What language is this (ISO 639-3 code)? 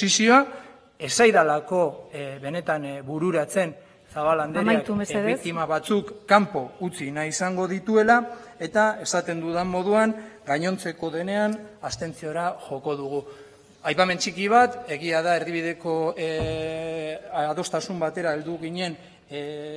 eus